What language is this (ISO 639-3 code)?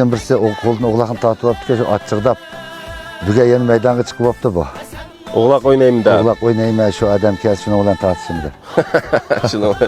uig